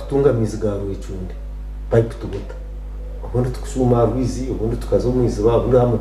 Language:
Nyankole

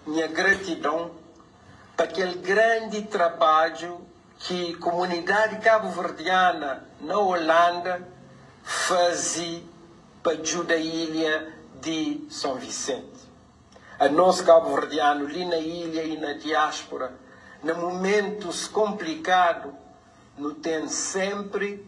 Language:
Kabuverdianu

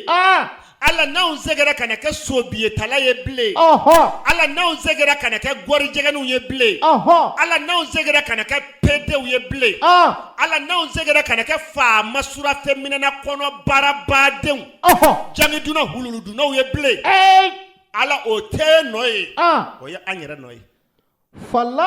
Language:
Bambara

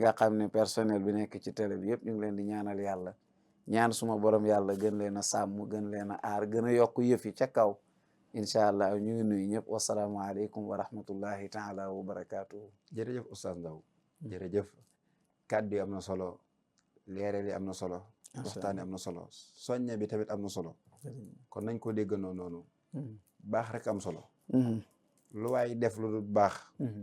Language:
Wolof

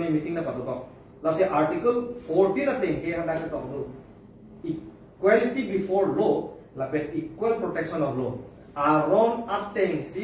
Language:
Karbi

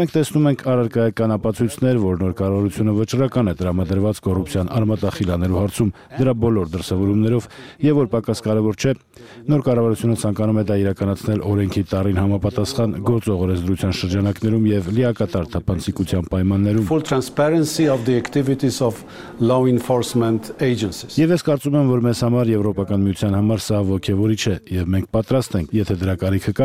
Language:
Armenian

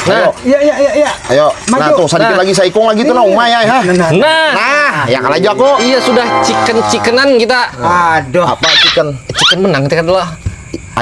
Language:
Banjar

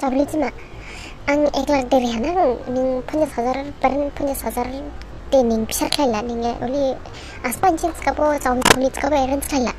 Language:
Dimasa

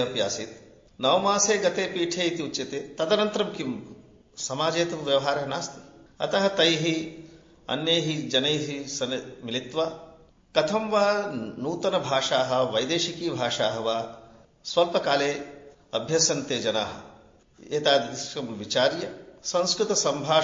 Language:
Sanskrit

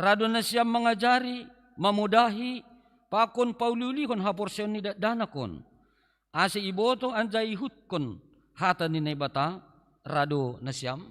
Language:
Batak Simalungun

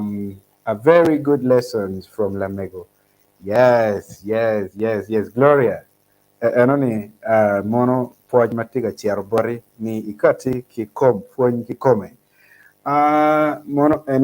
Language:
Acoli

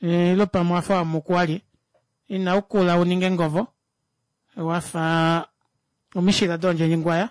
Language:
Kuanyama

